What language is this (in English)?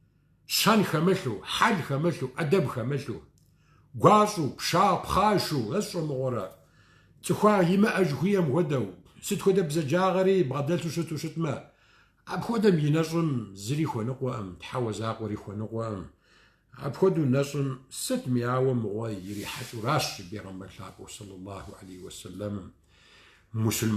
Kabardian